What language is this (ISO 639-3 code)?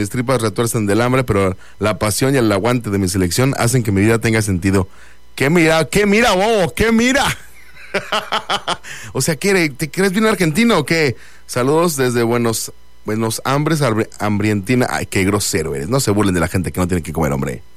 spa